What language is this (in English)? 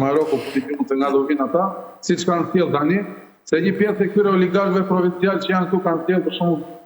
Albanian